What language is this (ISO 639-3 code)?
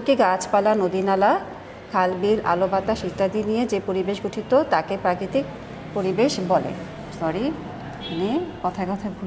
ben